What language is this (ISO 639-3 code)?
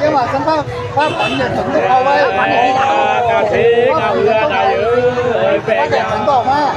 nut